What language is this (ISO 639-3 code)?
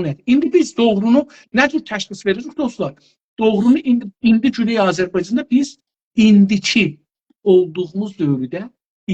azb